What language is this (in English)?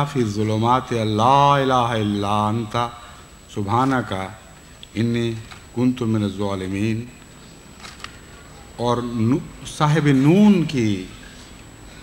Urdu